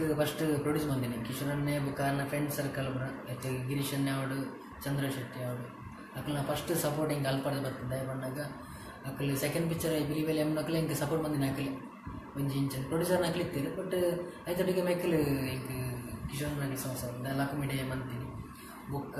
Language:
Tulu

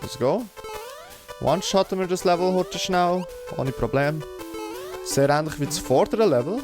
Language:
Swiss German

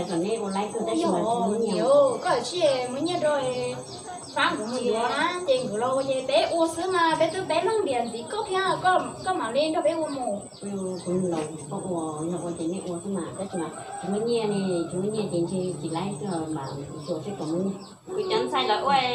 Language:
Hmong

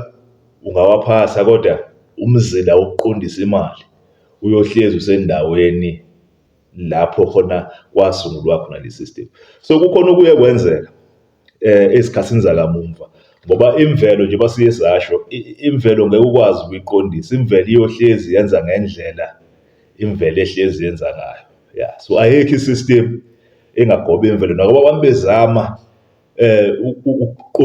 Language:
Zulu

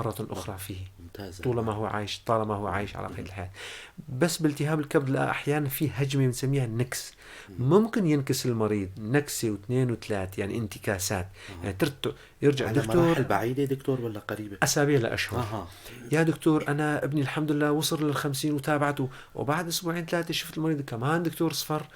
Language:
North Levantine Arabic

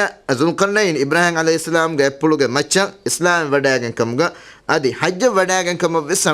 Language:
Divehi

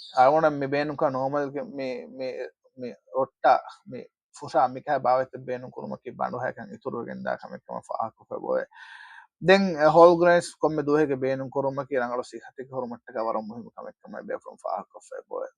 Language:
Divehi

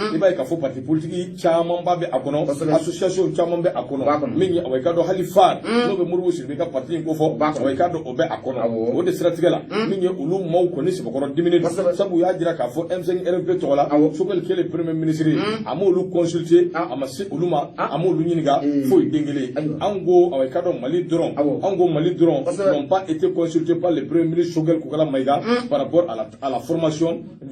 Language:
Bambara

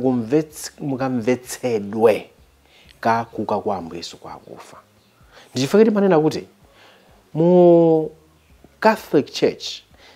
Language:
Nyanja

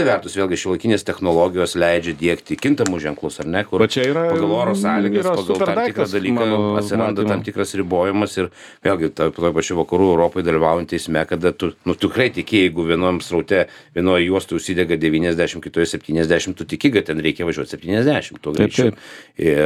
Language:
Lithuanian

